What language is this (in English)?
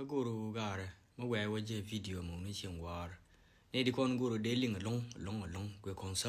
Nuer